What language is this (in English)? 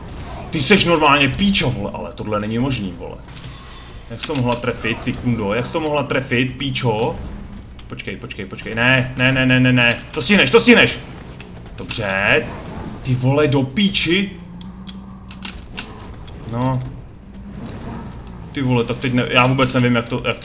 Czech